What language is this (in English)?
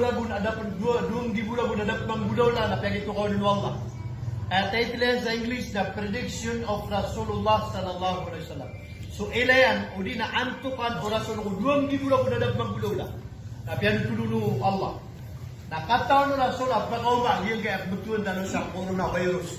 Maranao